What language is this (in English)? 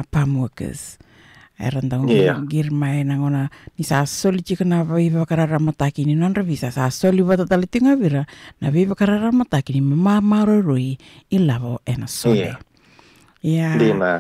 Fijian